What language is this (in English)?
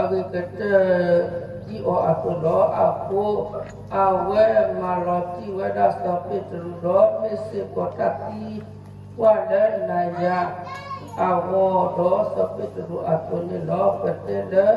S'gaw Karen